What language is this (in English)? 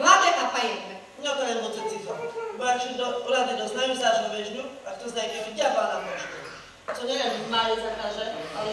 Slovak